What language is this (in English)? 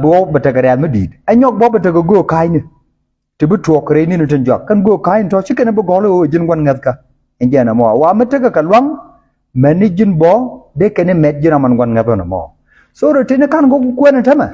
Nuer